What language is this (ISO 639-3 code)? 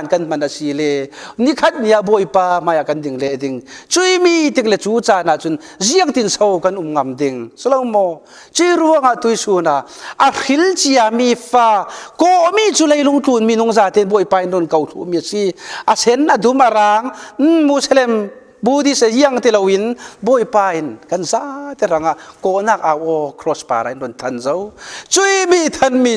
cfm